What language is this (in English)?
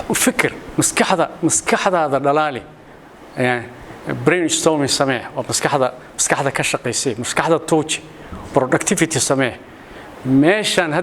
Somali